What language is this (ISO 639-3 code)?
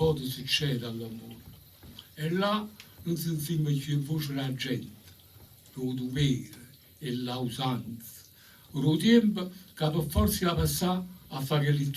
nap